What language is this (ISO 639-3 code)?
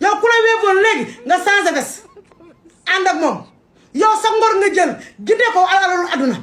wol